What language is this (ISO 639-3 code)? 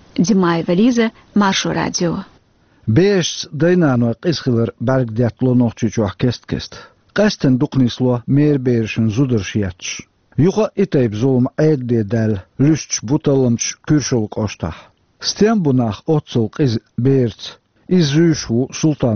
che